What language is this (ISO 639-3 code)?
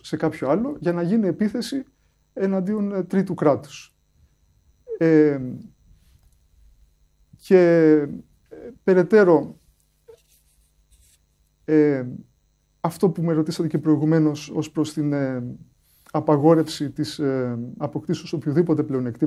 ell